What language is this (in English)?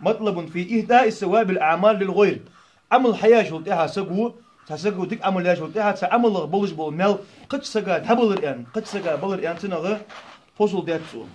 Ingush